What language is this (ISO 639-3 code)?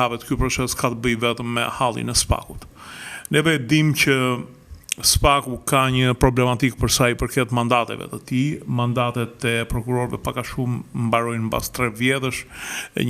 sqi